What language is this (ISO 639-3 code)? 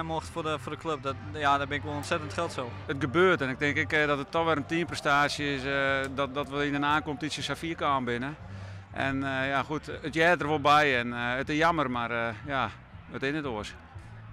fry